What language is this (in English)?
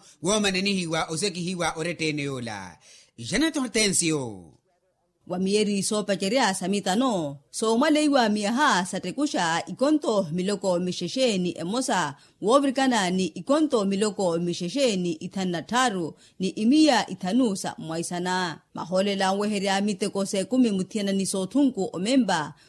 Makhuwa